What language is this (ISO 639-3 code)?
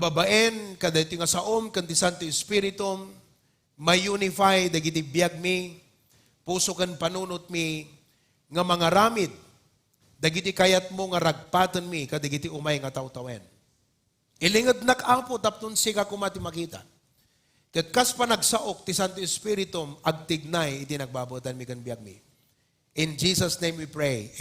ilo